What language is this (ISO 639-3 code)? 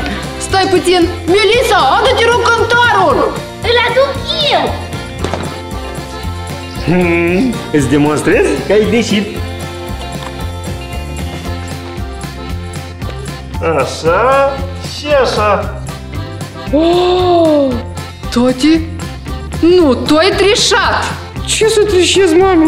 ron